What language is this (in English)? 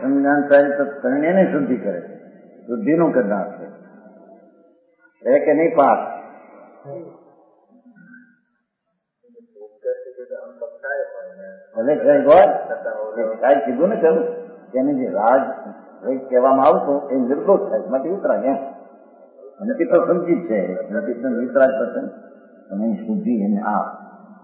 Gujarati